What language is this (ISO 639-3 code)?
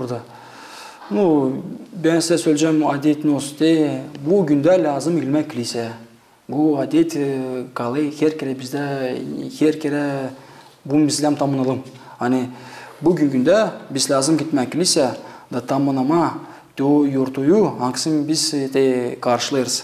gag